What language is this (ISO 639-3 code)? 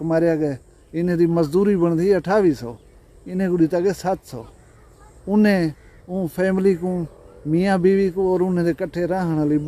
skr